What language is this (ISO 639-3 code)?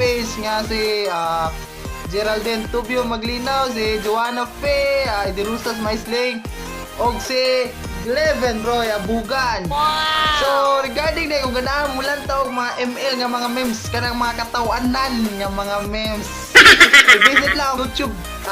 ceb